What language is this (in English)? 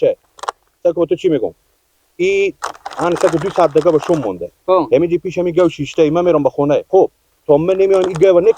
Persian